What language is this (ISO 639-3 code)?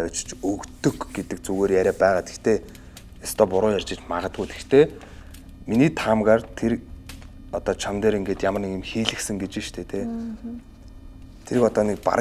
mon